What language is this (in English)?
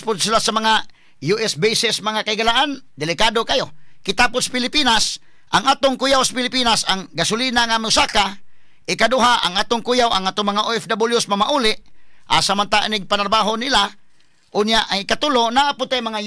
Cebuano